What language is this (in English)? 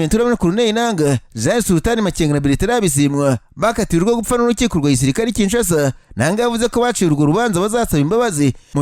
Kinyarwanda